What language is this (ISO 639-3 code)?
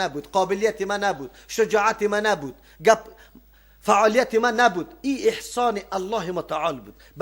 fas